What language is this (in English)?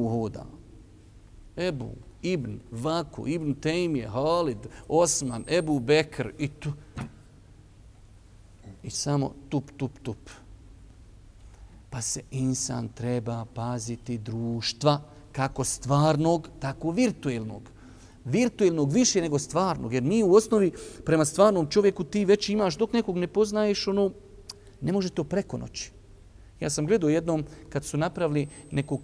Bosnian